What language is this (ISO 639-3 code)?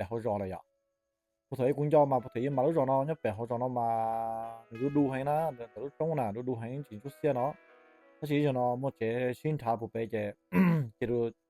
hmn